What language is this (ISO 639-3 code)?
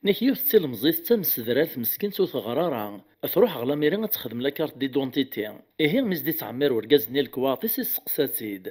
kab